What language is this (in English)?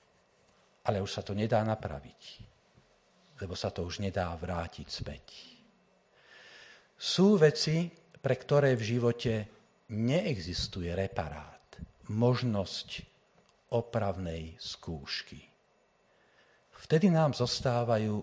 Slovak